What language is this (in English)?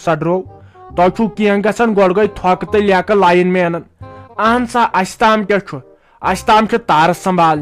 Kashmiri